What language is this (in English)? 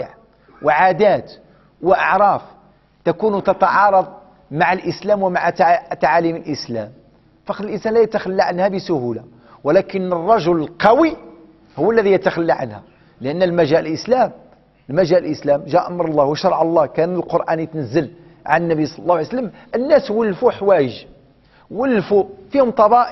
Arabic